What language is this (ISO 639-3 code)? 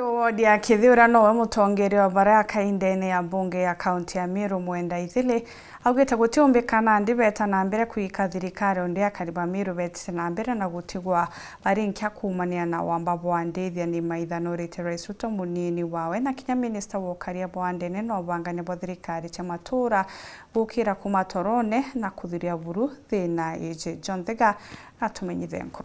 mer